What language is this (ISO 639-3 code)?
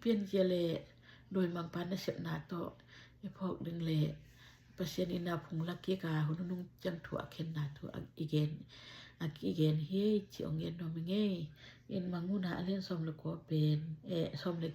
ctd